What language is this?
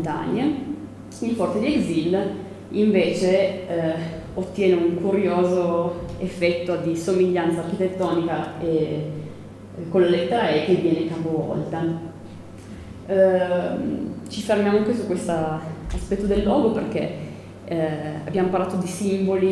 Italian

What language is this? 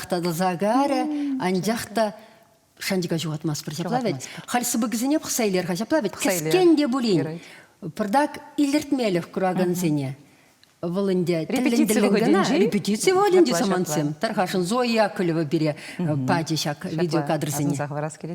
Chuvash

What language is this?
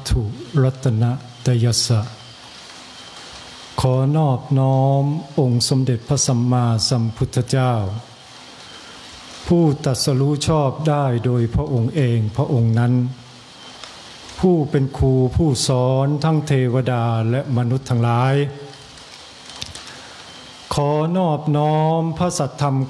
Thai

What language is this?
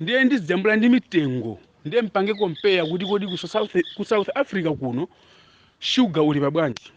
Nyanja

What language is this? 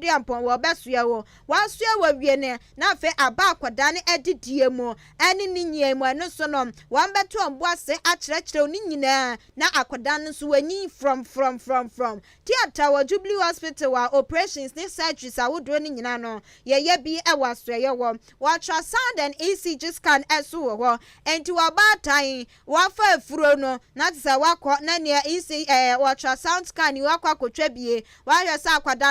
Akan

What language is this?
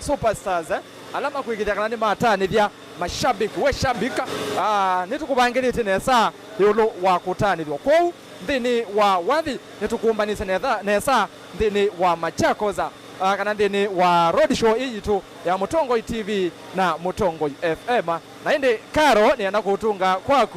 Kamba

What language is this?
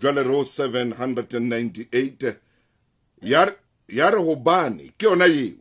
Southern Sotho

